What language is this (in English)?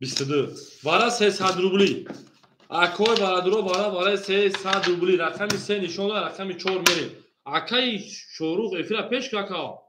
Tajik